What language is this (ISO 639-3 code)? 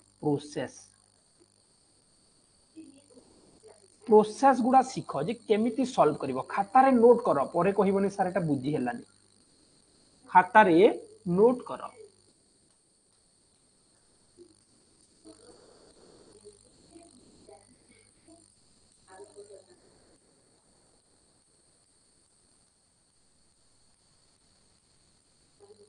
ori